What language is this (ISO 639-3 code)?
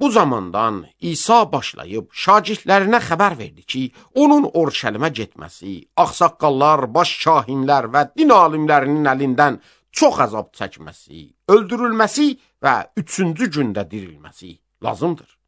aze